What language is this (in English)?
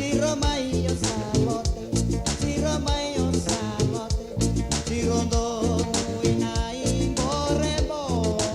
Fijian